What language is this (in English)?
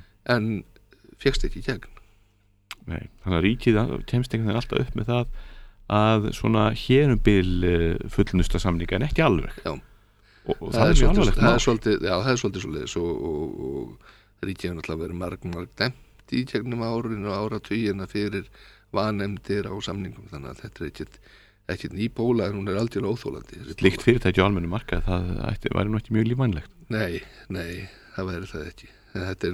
Icelandic